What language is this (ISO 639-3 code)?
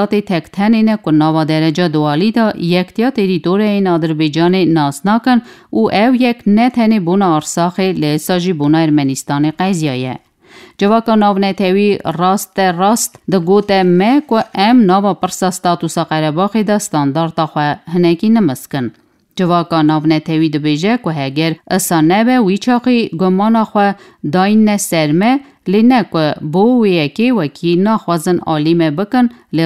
kur